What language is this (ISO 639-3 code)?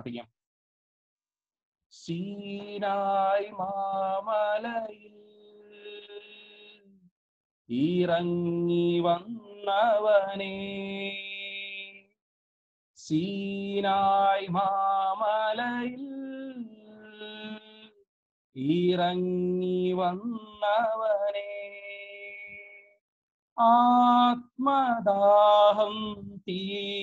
mal